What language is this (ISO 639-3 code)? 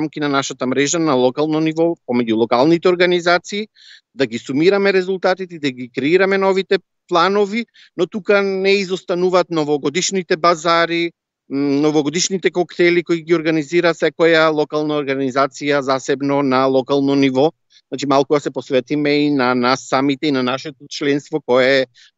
mkd